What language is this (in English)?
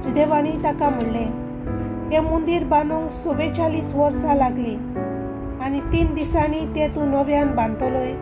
Konkani